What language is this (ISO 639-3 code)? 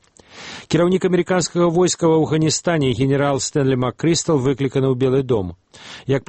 bel